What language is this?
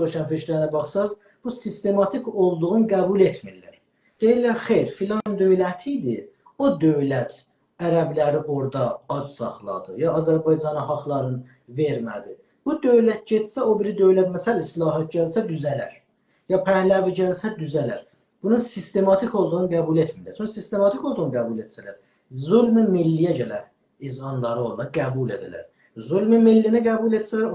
South Azerbaijani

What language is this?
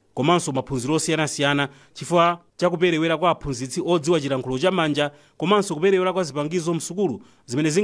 Nyanja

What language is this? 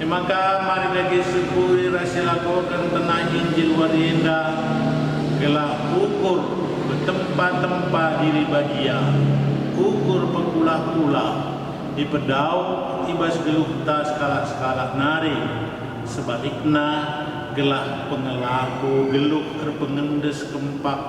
Batak Karo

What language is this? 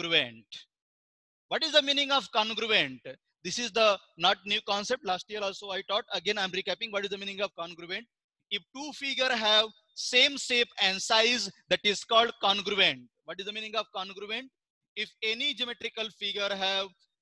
English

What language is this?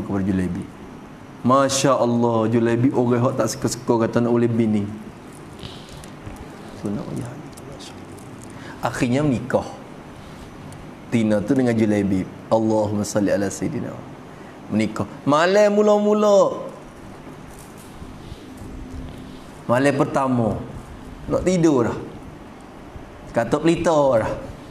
Malay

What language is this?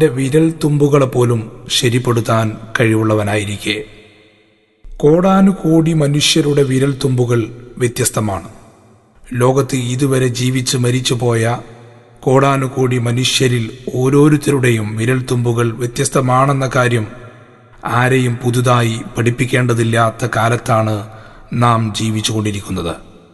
Malayalam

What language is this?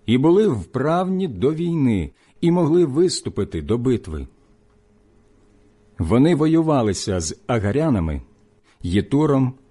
Ukrainian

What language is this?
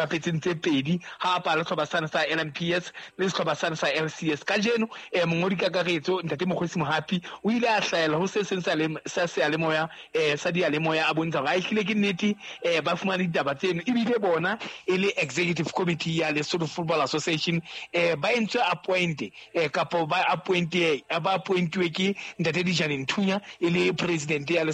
Southern Sotho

